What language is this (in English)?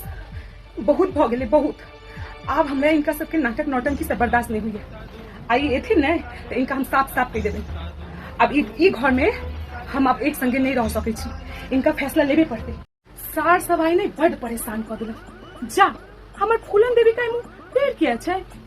Maithili